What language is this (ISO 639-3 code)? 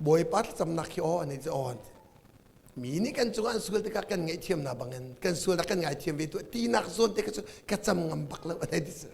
cnh